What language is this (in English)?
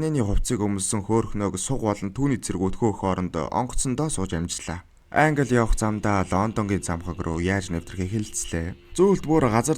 Mongolian